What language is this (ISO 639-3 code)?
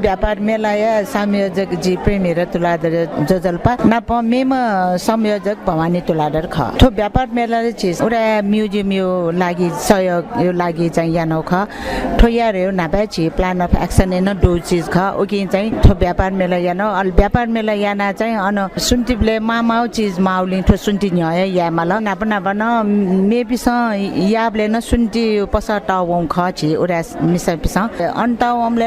new